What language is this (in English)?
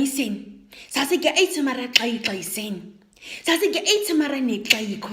Nama